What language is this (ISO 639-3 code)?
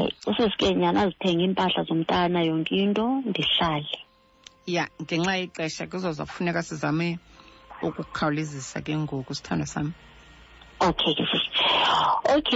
xho